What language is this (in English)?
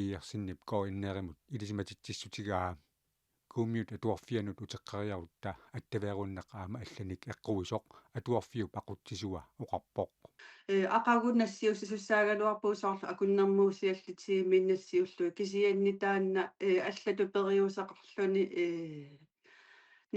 Kalaallisut